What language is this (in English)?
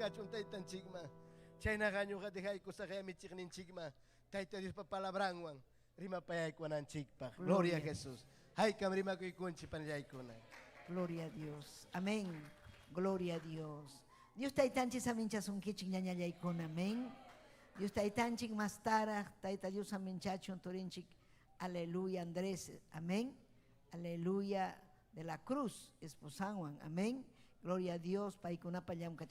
Ayacucho Quechua